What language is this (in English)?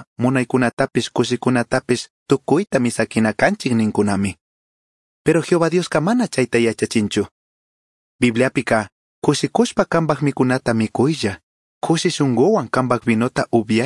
Chimborazo Highland Quichua